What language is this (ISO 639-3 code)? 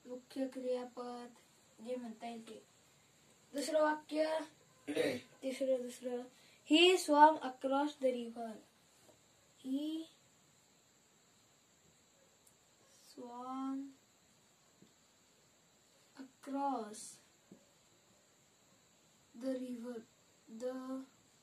mar